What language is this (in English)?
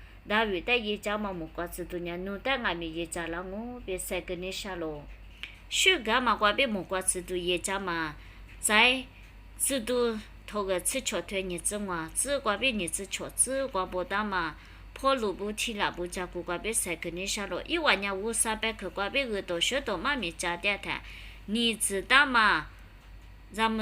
Lisu